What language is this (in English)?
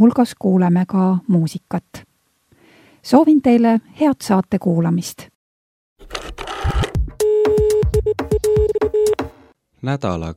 Estonian